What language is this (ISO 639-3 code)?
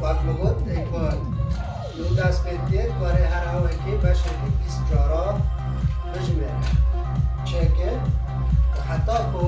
kur